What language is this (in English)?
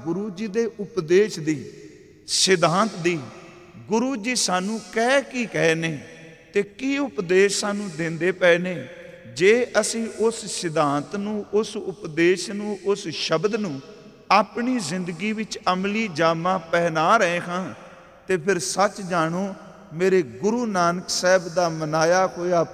Punjabi